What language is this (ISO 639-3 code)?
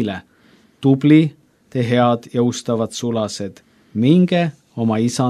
est